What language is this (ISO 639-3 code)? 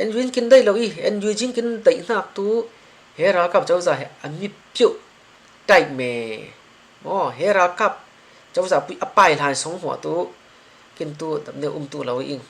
cfm